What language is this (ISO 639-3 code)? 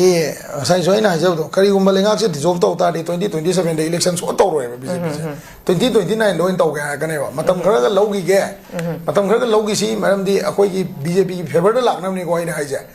mni